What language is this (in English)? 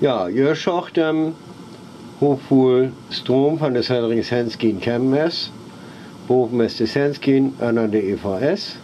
Northern Frisian